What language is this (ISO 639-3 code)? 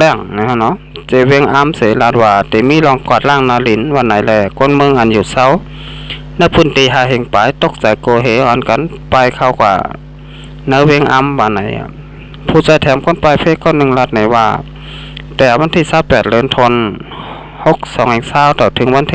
shn